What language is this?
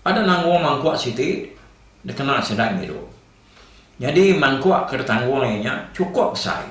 Iban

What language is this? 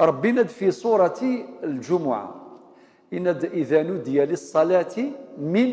Kabyle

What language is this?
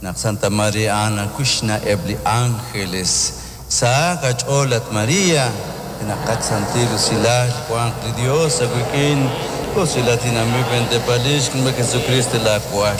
Kekchí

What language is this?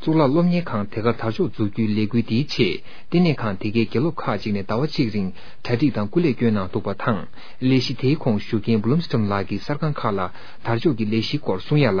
Tibetan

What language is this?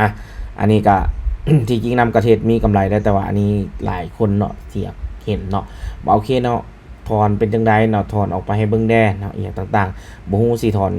Lao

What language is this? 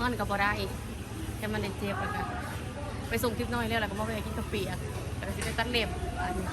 Lao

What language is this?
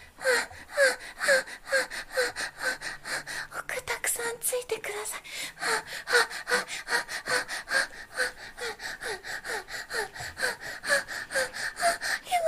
Japanese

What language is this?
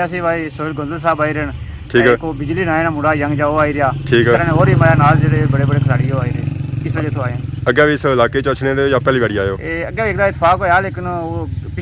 Pahari-Potwari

